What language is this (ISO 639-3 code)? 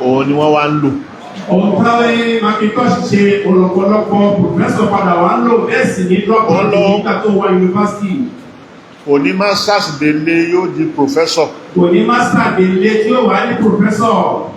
yor